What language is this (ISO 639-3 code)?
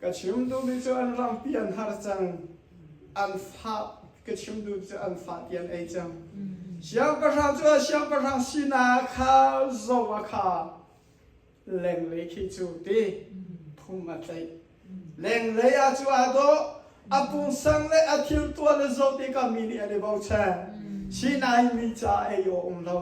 cnh